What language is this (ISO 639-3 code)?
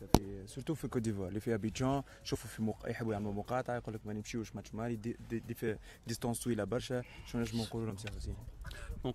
aeb